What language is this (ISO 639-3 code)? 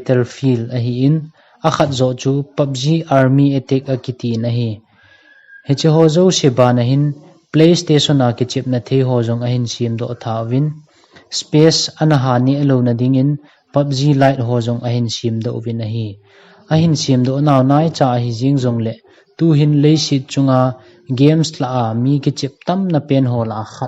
tcz